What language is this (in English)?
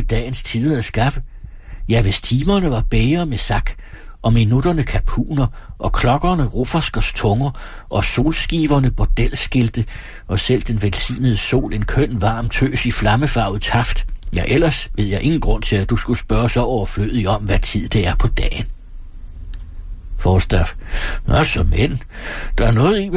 Danish